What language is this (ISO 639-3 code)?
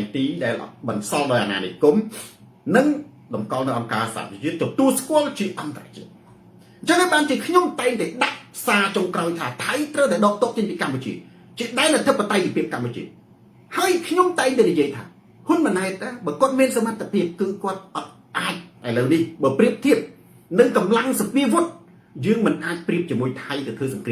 khm